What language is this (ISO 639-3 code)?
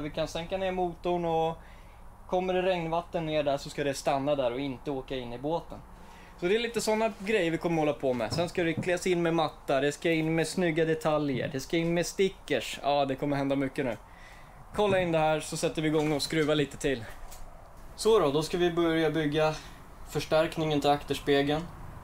swe